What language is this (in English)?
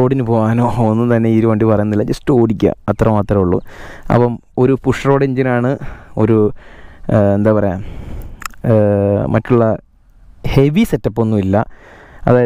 Malayalam